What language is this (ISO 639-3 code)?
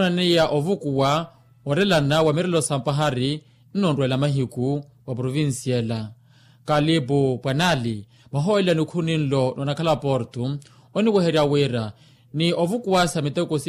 vmw